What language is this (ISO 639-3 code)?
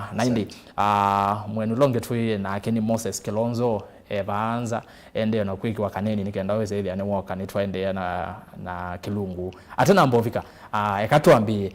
kam